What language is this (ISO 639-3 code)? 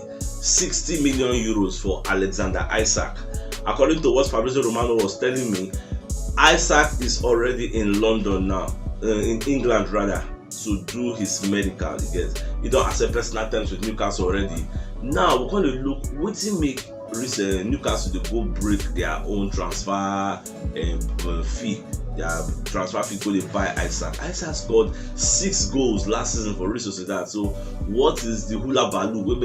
pcm